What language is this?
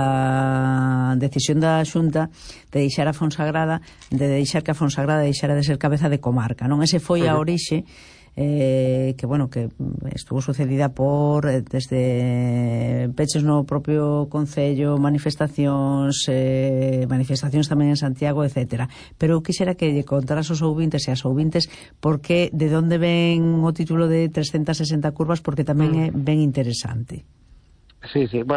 Galician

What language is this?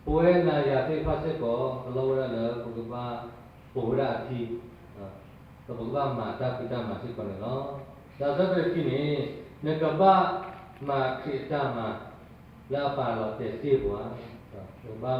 S'gaw Karen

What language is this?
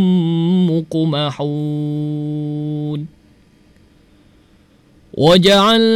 Arabic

